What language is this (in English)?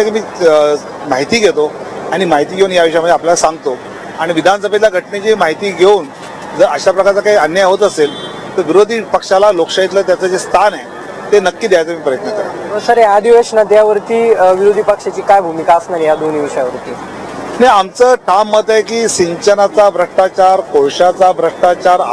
Marathi